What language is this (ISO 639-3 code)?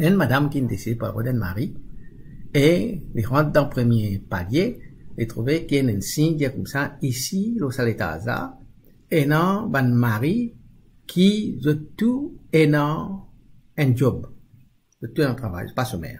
mfe